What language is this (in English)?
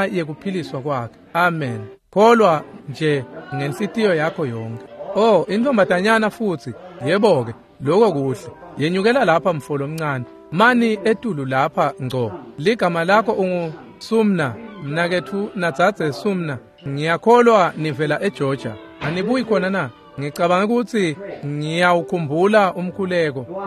Swati